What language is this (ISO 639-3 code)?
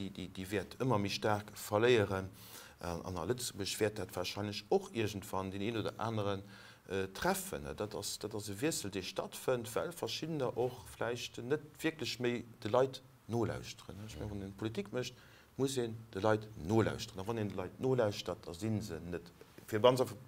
ltz